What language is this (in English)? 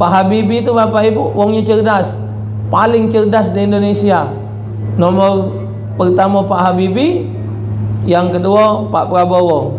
Musi